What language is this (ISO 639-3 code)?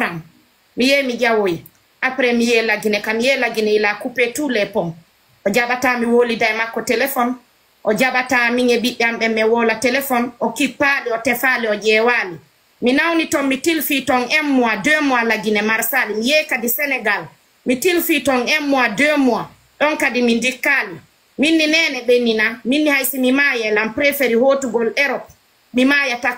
ful